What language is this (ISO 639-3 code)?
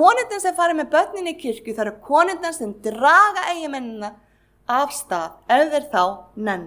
isl